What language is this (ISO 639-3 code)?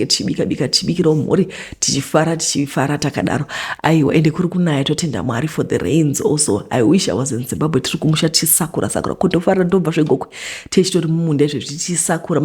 sna